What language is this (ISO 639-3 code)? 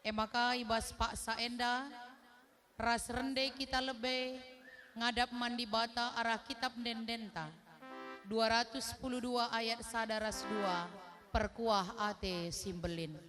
btx